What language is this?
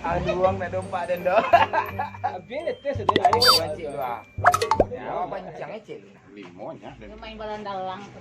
Minangkabau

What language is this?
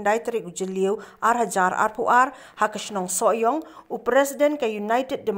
Khasi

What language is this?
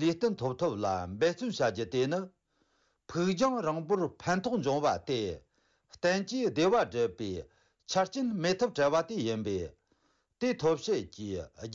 Tibetan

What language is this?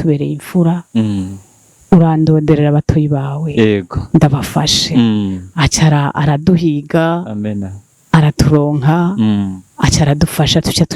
Rundi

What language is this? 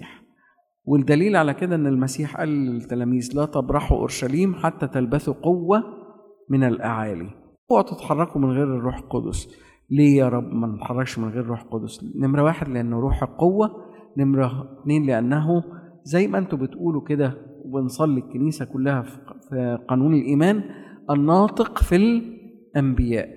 Egyptian Arabic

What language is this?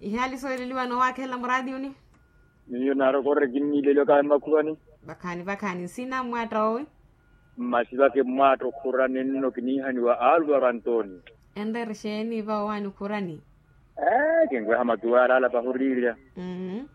Makhuwa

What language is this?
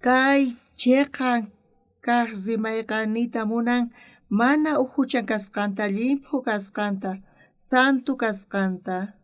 South Bolivian Quechua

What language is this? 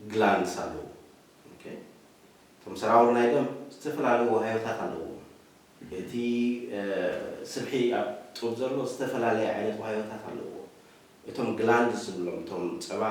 Tigrinya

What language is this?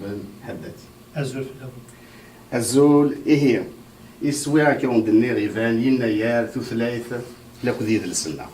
Kabyle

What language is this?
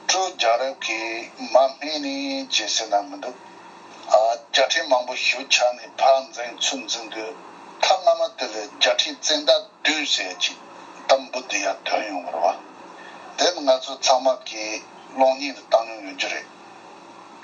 Tibetan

